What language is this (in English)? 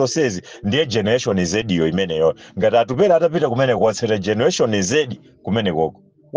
Nyanja